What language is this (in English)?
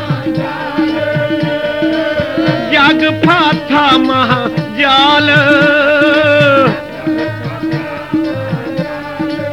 Punjabi